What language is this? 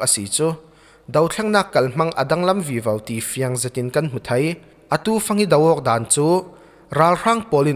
Falam Chin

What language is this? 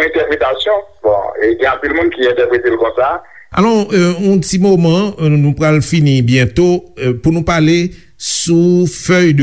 Haitian Creole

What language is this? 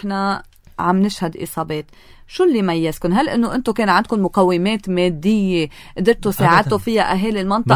North Levantine Arabic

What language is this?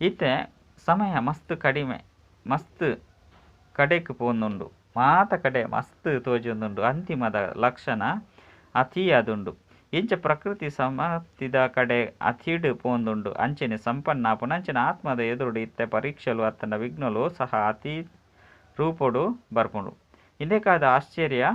Tulu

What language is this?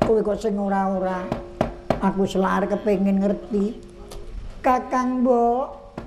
Javanese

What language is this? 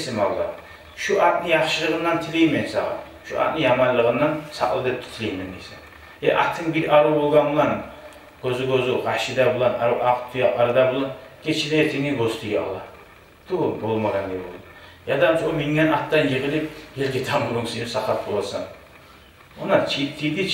Kumyk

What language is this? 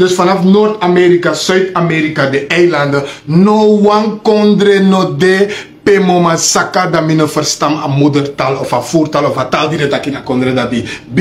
Sranan Tongo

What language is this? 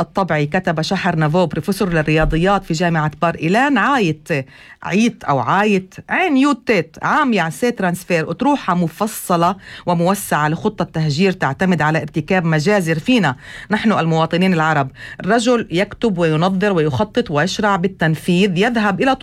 North Levantine Arabic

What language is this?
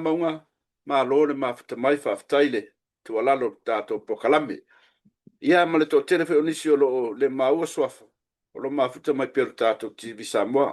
Samoan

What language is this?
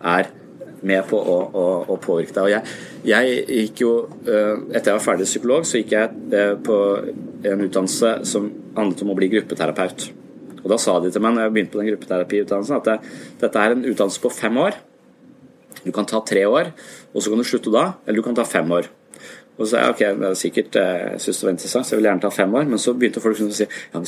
Norwegian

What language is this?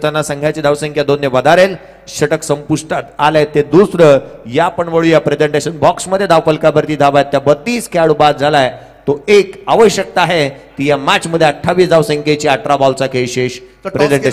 Marathi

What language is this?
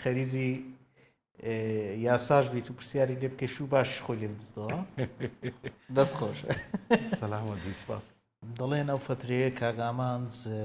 Central Kurdish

